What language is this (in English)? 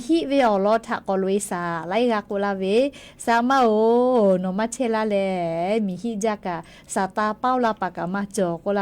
Lahu